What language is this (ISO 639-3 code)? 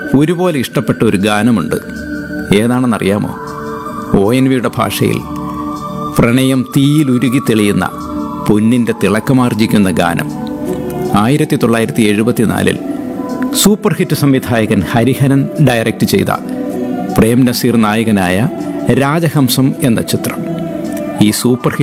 mal